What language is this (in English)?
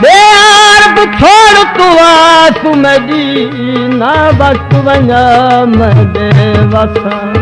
Saraiki